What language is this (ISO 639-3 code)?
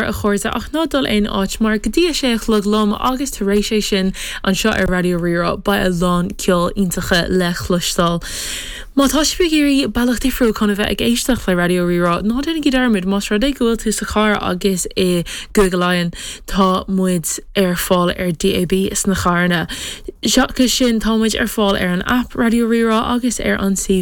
gle